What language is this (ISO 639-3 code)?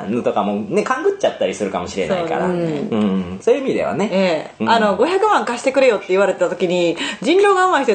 jpn